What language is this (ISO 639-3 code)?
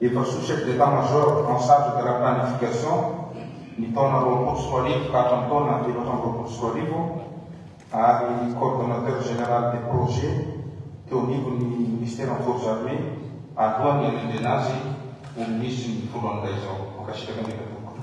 mlg